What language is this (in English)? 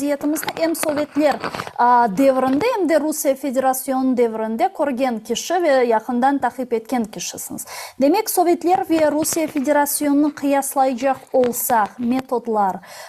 Crimean Tatar